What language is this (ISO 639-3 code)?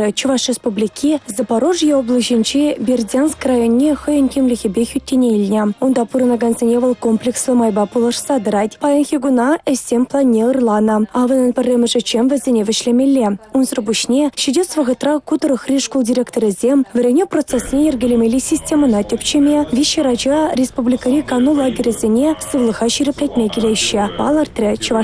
chv